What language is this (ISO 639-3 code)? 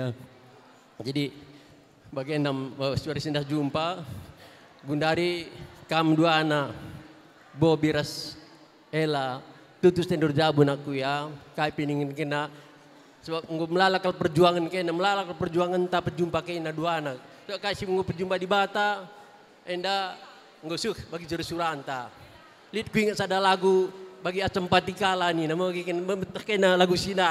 btx